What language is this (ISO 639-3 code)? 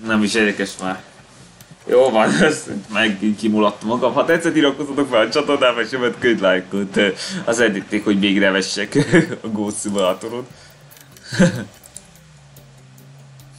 hun